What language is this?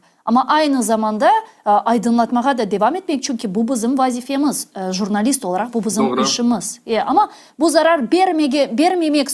Crimean Tatar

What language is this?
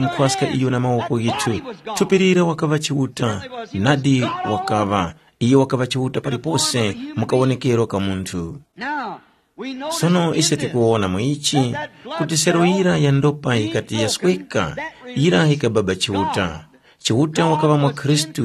Tumbuka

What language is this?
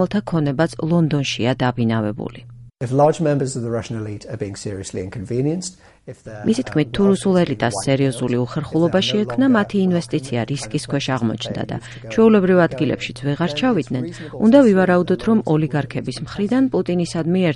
Georgian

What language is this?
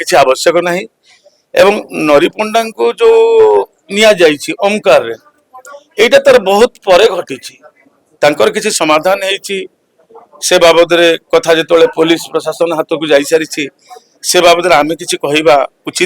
Odia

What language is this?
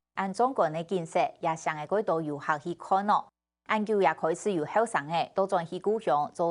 Hakka Chinese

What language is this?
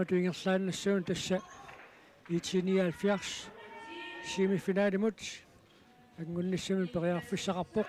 Kalaallisut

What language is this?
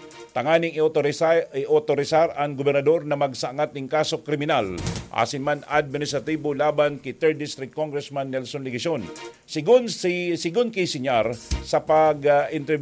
Bikol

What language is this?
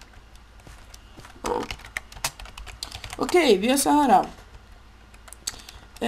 Swedish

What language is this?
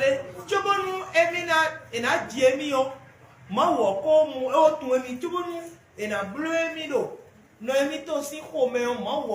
Fon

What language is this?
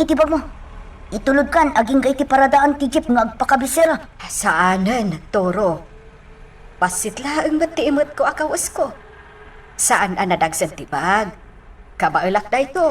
Iloko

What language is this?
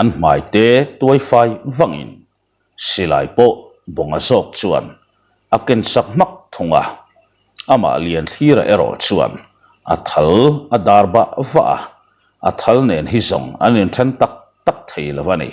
Mizo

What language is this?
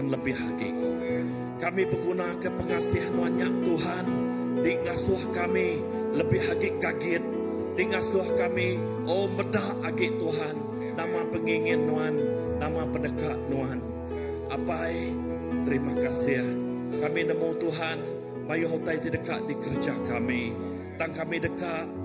Iban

